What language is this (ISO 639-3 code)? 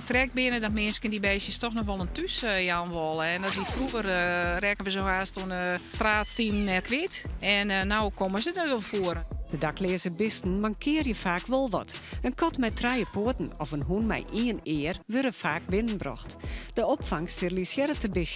fry